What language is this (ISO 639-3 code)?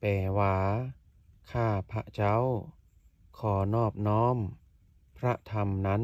lao